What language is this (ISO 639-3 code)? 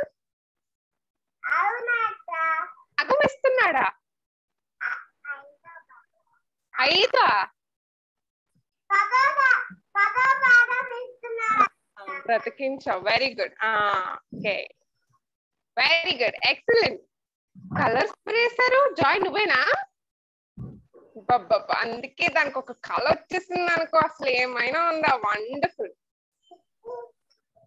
tel